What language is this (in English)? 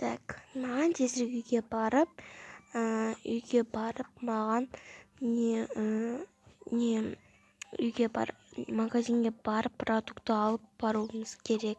Kazakh